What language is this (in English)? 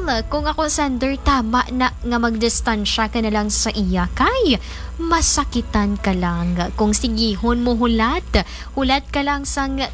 Hiligaynon